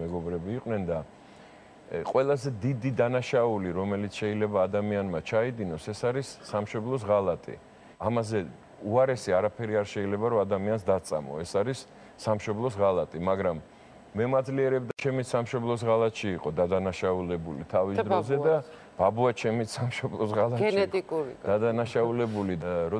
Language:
Georgian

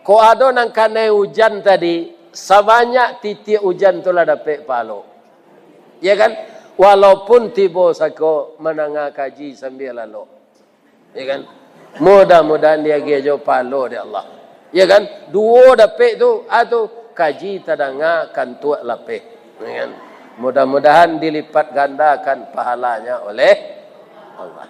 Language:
Minangkabau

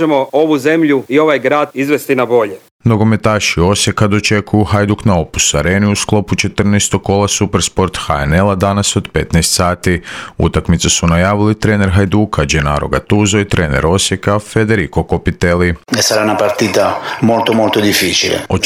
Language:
Croatian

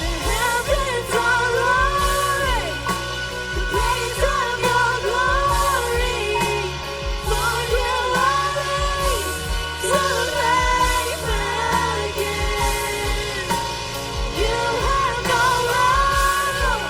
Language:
Plautdietsch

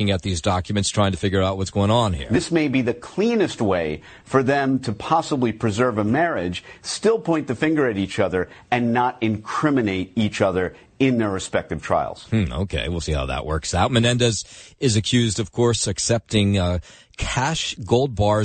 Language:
English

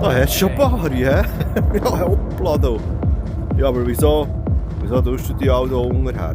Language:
Swiss German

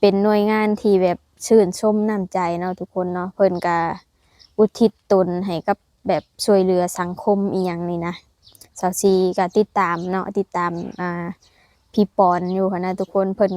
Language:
Lao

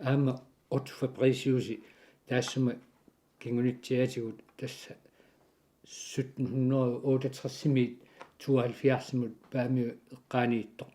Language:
Kalaallisut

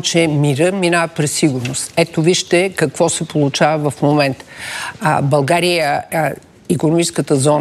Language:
Bulgarian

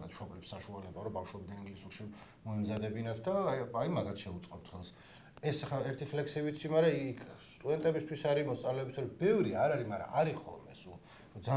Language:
Georgian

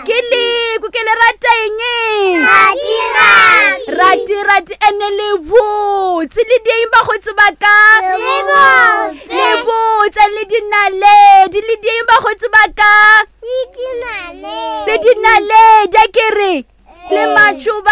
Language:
Northern Sotho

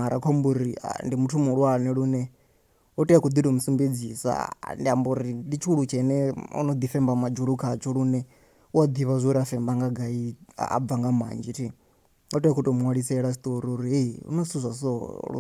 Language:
Venda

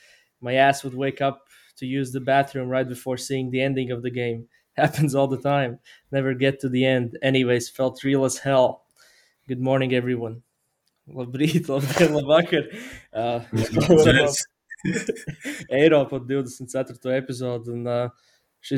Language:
Latvian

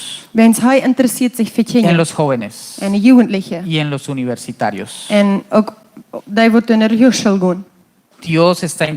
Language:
Plautdietsch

